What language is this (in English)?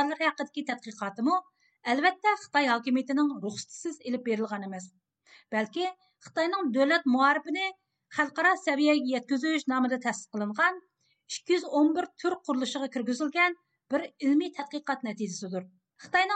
Uyghur